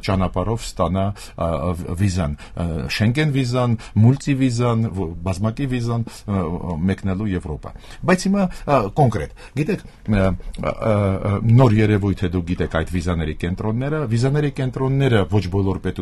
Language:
Armenian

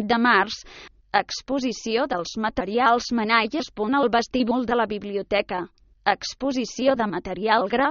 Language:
Catalan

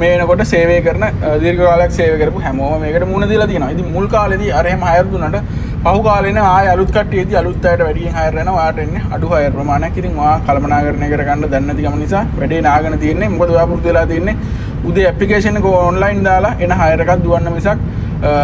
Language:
Sinhala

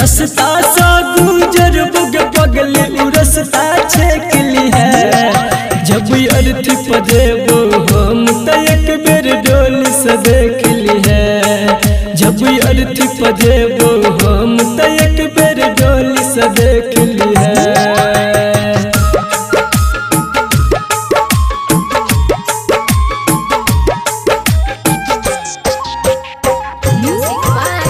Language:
Bhojpuri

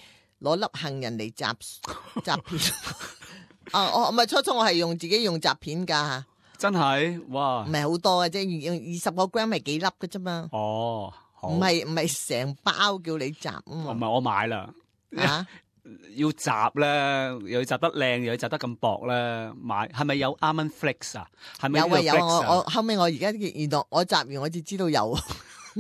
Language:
Cantonese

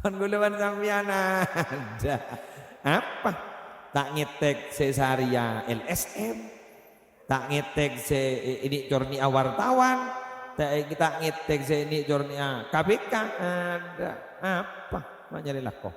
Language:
Madurese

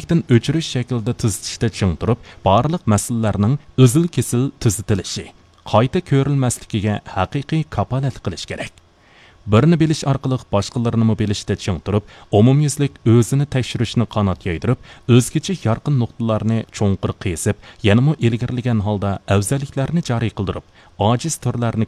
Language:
Uyghur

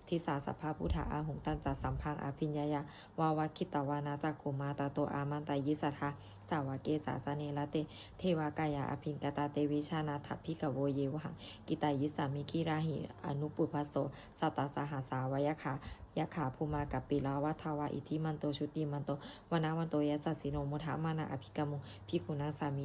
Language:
Pali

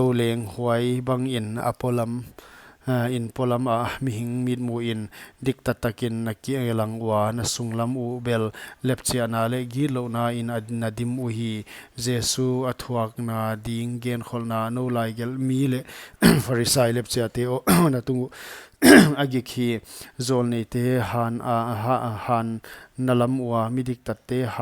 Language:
Paite Chin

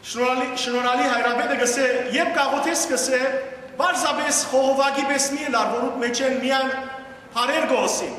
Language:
Western Armenian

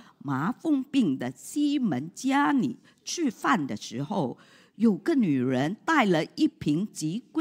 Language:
Chinese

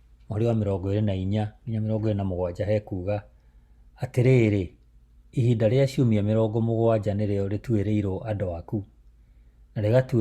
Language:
Kikuyu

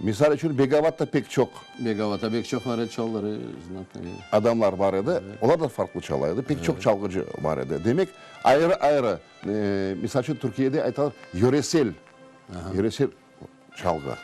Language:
Crimean Tatar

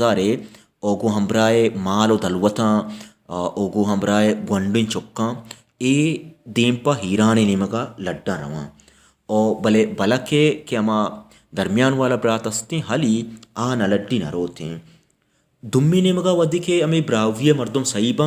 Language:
Baluchi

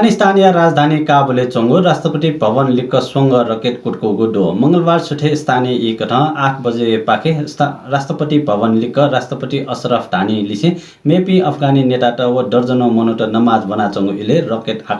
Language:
Newari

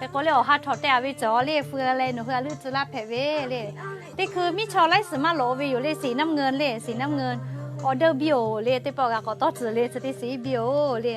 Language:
Lahu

